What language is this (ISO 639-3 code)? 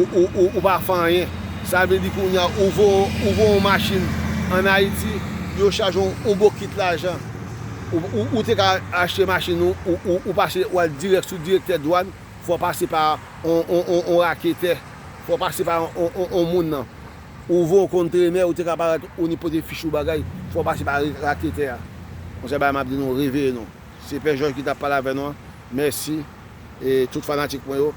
hat